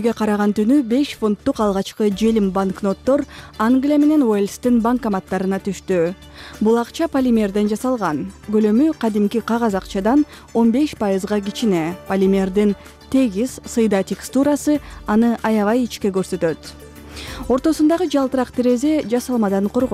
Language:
Kyrgyz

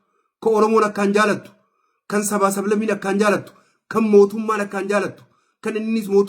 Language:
Oromo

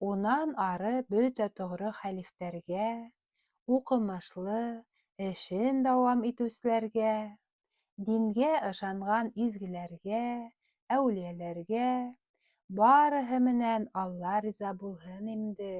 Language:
Bashkir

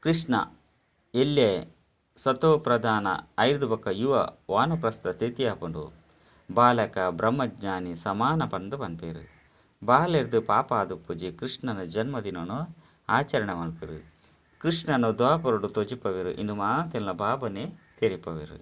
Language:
Tulu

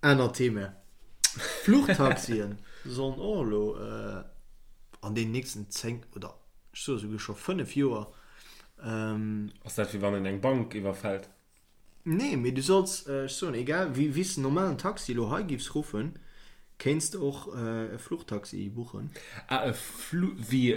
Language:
Luxembourgish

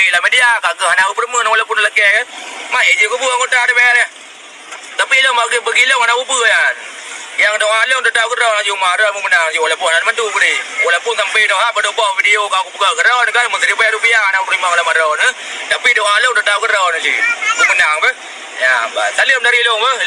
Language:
Achinese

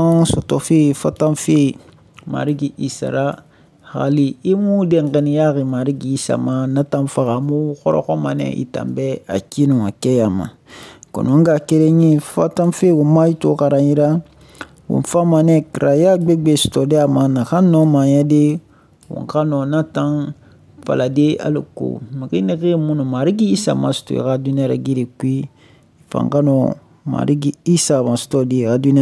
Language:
Susu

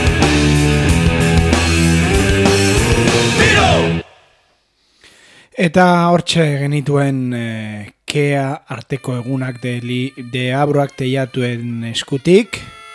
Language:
Basque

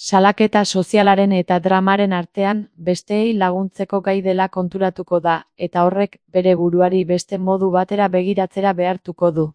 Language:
Basque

